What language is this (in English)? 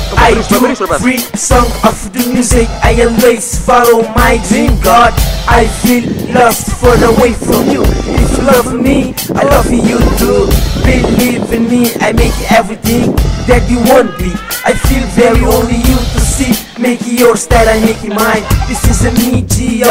Kabuverdianu